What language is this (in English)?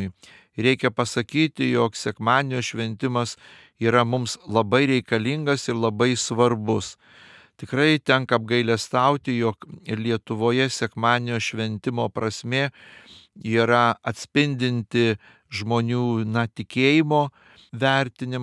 Lithuanian